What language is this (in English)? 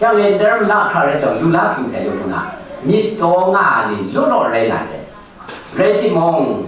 Kachin